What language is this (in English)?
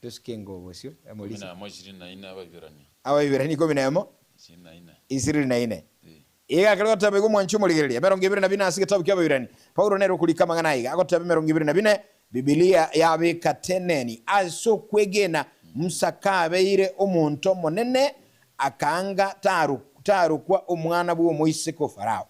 Gusii